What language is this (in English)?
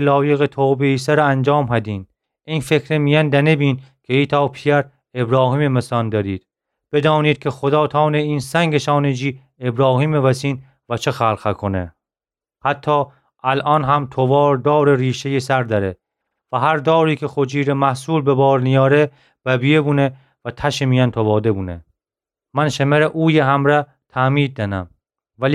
Gilaki